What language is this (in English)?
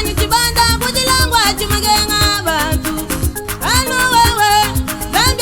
Luba-Lulua